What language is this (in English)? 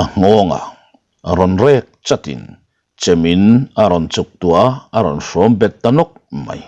Mizo